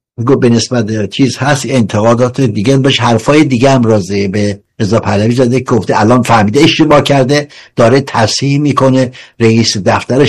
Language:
Persian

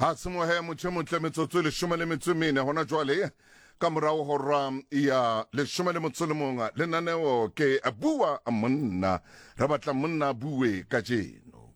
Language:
Southern Sotho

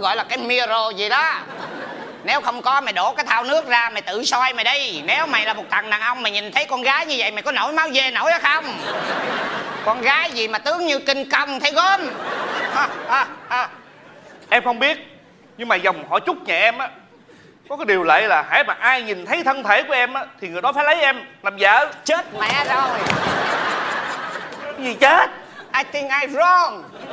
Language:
Vietnamese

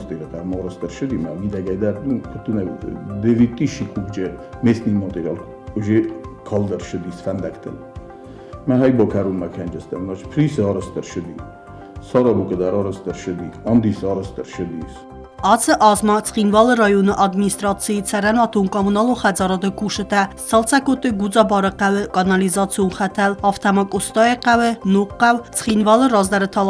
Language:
Ossetic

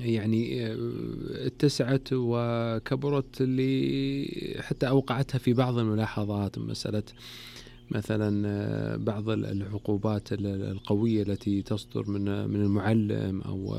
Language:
Najdi Arabic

